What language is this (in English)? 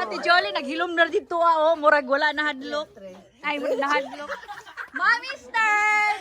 Cebuano